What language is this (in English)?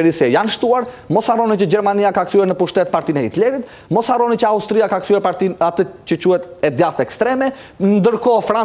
Albanian